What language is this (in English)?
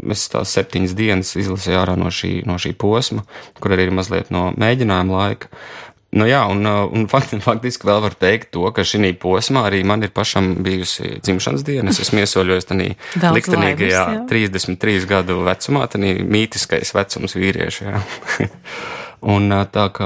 Latvian